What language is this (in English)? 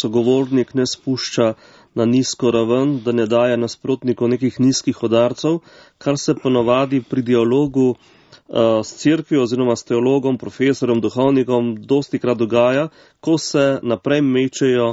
Slovenian